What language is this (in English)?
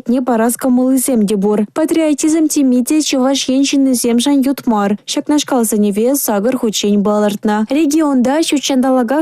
Chuvash